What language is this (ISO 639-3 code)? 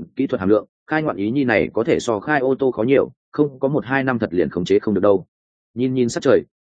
vie